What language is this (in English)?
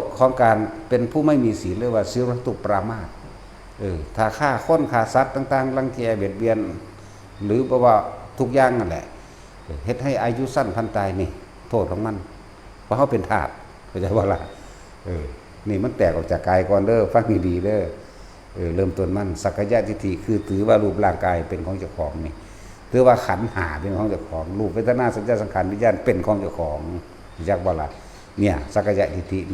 Lao